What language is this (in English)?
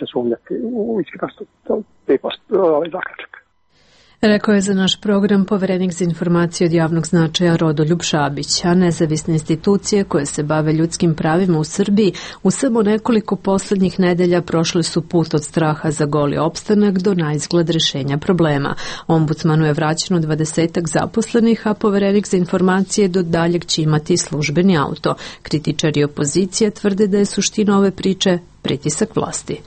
Serbian